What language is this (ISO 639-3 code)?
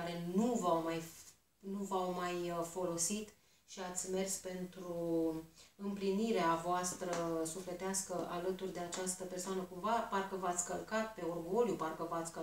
ron